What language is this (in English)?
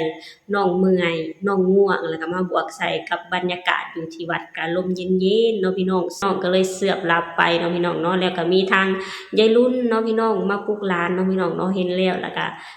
Lao